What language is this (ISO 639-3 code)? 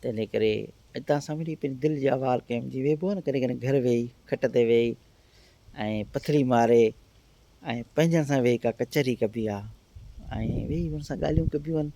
snd